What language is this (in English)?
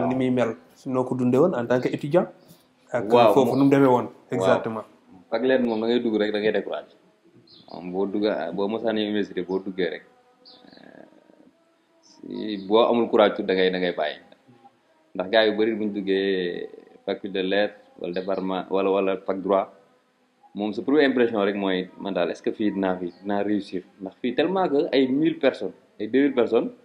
Wolof